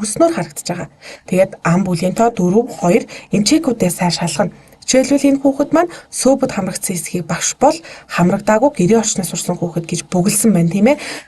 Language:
Mongolian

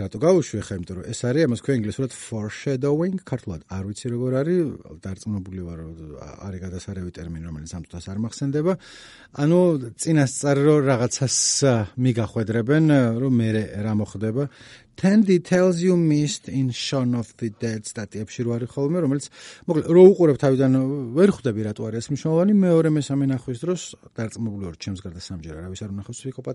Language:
Georgian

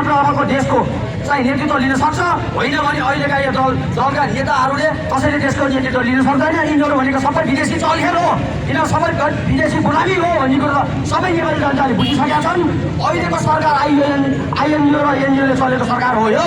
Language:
Nepali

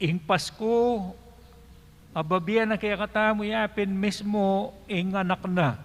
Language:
Pampanga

